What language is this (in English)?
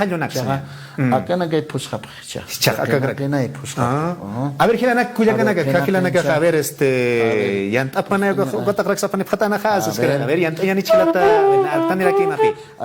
Aymara